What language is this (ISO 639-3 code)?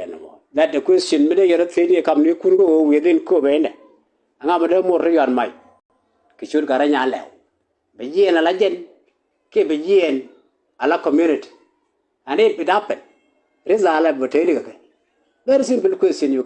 nus